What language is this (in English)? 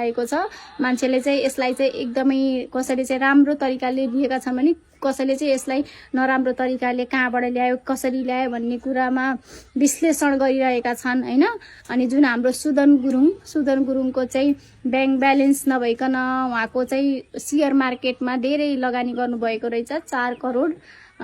Nepali